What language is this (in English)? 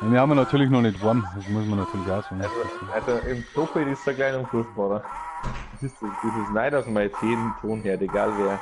Bavarian